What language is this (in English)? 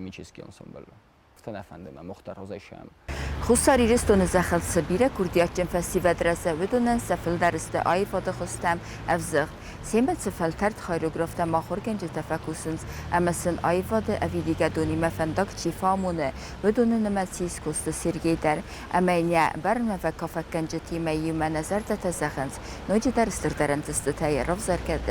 Ossetic